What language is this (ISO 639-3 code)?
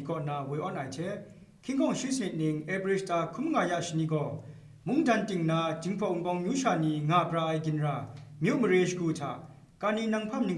kac